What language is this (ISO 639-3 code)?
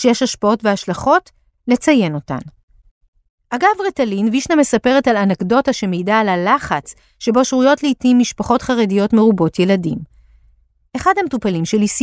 heb